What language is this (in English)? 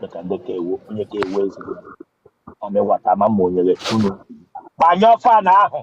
Igbo